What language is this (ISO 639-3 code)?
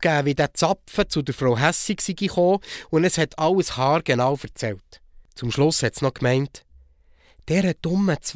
gsw